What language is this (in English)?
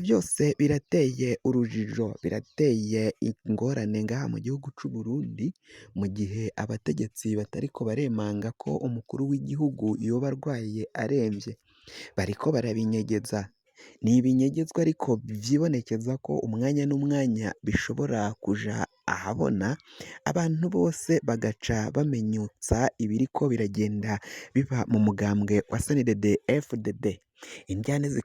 Rundi